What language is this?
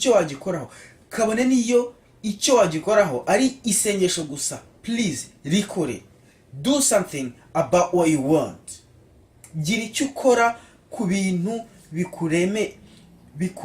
Kinyarwanda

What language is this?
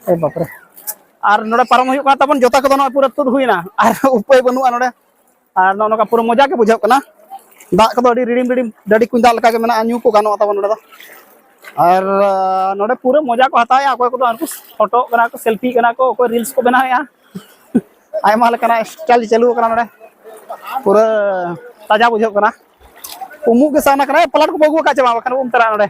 Santali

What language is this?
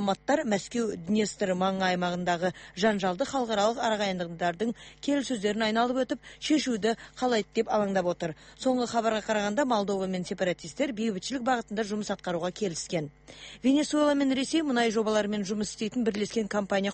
Kazakh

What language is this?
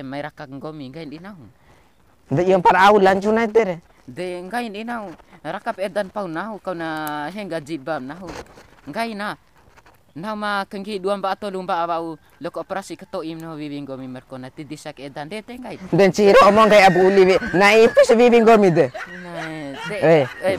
Bima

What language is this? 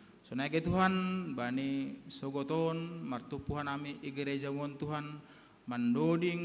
Batak Simalungun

